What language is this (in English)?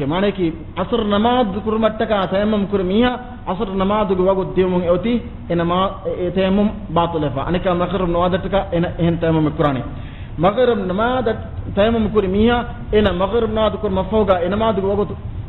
Divehi